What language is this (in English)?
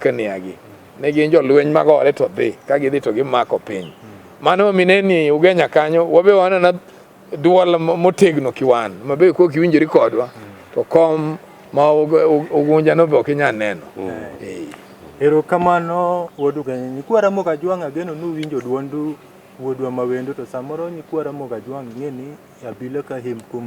Luo (Kenya and Tanzania)